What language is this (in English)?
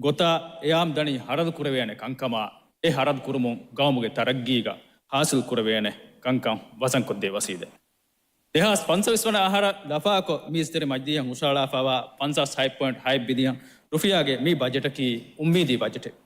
Divehi